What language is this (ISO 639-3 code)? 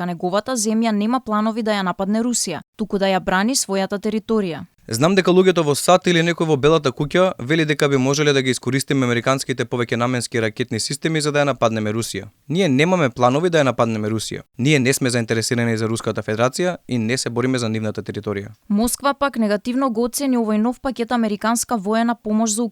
mkd